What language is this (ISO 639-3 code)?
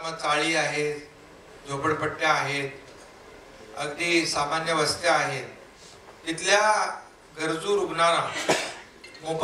mar